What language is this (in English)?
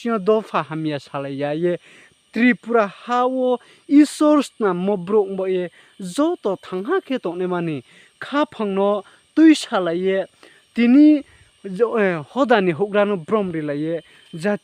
Riang (India)